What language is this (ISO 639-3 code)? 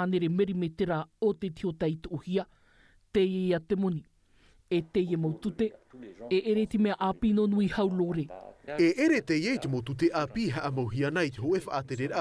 tah